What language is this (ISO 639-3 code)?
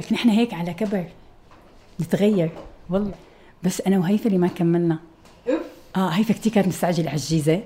apc